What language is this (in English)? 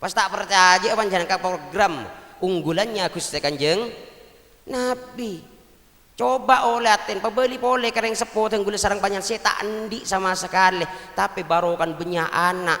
Madurese